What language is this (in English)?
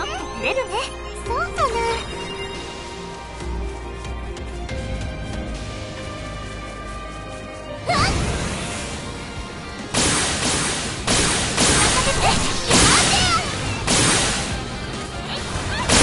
Japanese